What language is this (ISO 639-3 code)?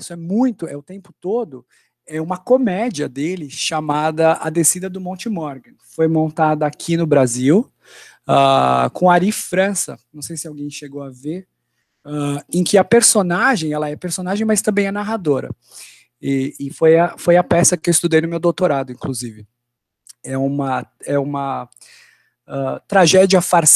por